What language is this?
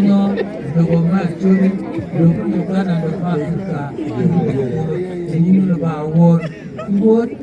Acoli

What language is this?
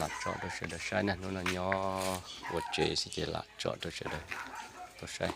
Hmong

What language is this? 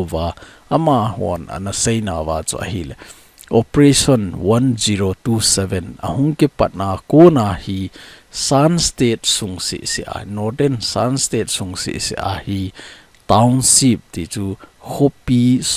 Thado Chin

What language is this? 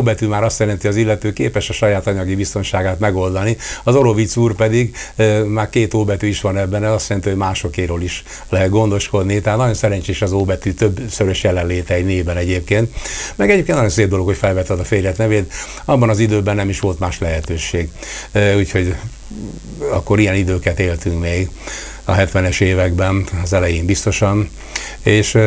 Hungarian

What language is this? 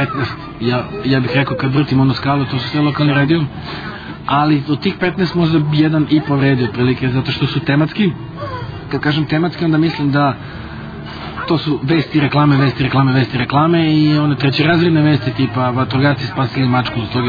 Serbian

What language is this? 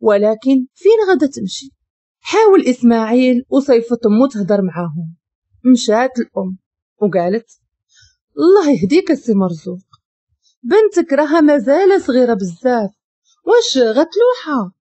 Moroccan Arabic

